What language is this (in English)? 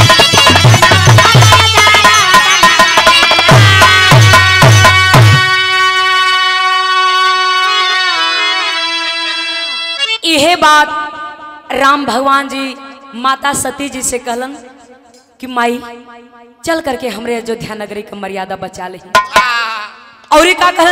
Bhojpuri